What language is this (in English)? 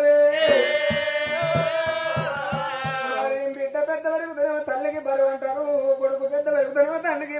Telugu